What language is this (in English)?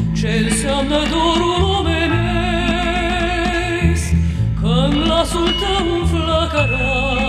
Romanian